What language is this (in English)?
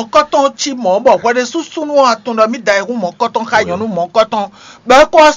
Fon